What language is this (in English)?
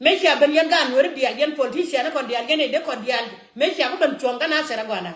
Nuer